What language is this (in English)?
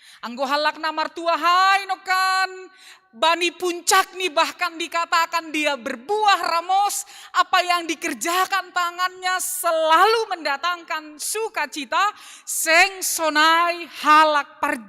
Batak Simalungun